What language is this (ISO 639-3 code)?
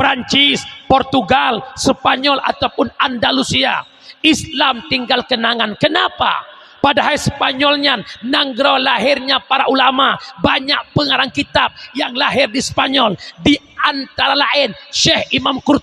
ace